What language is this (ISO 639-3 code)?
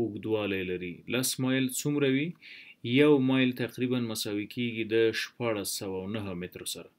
pus